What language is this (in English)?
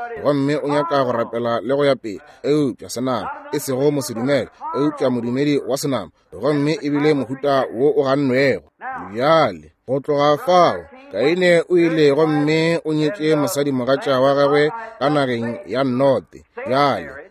Northern Sotho